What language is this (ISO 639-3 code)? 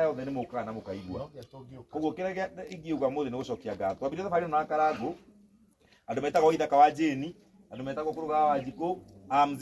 kik